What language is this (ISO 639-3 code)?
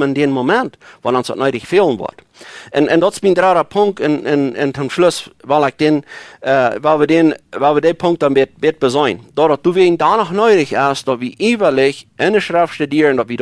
pdt